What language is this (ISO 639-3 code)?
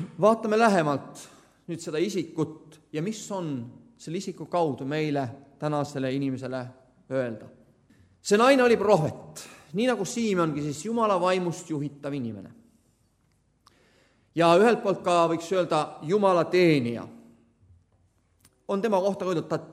est